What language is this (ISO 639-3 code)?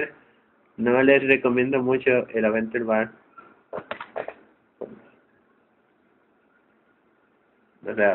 spa